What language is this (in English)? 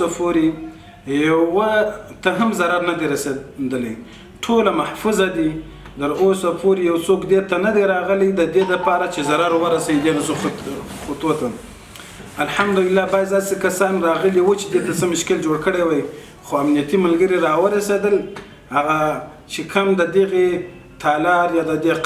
Pashto